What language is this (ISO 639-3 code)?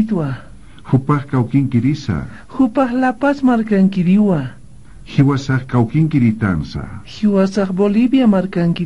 aym